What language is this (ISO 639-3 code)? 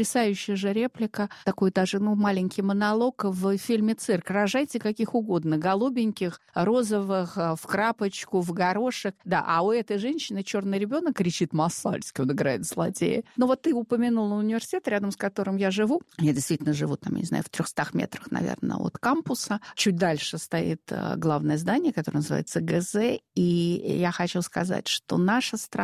rus